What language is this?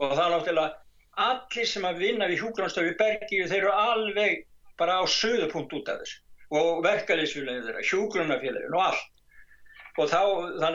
Icelandic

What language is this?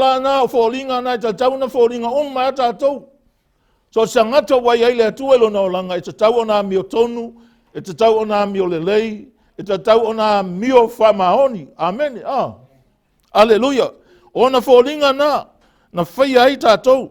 Samoan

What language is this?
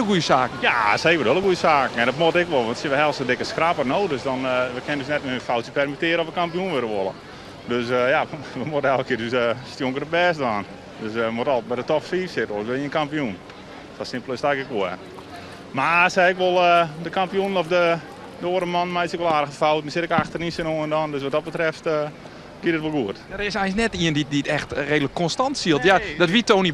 Western Frisian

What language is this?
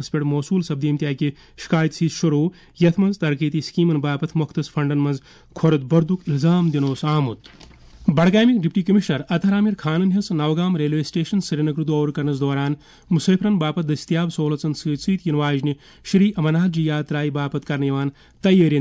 Kashmiri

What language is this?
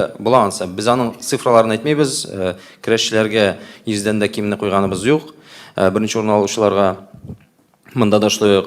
Tatar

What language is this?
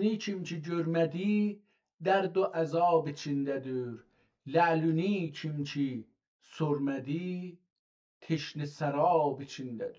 South Azerbaijani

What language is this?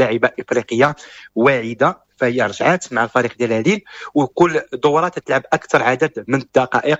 Moroccan Arabic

